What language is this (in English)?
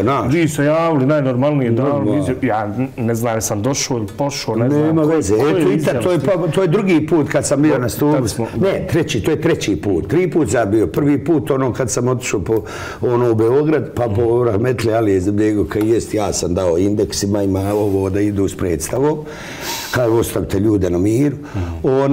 Bosnian